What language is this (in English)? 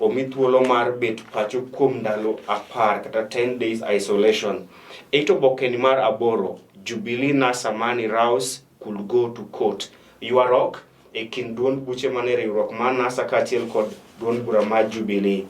Luo (Kenya and Tanzania)